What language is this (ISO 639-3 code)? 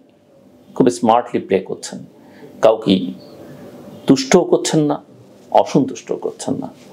ben